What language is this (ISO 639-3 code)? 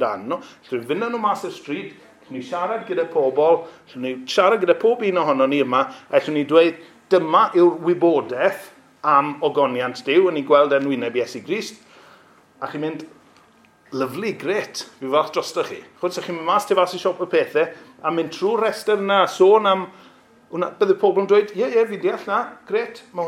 cym